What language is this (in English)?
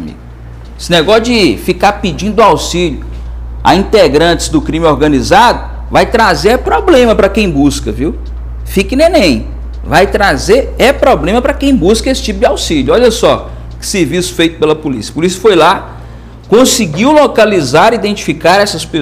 Portuguese